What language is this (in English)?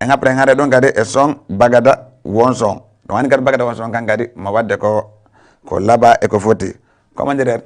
Fula